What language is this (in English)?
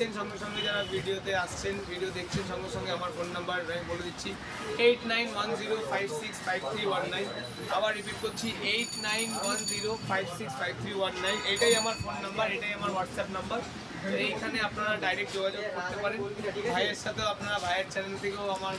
Bangla